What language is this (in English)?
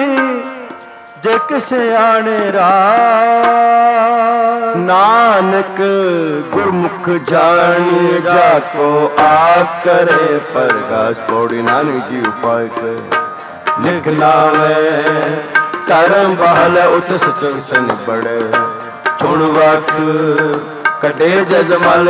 Punjabi